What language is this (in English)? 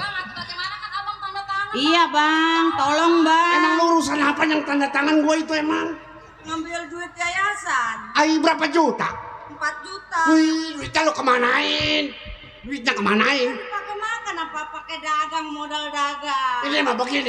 Betawi